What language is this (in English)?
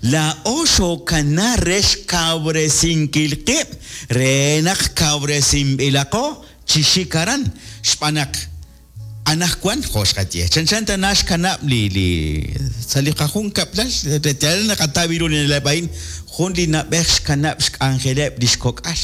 Kekchí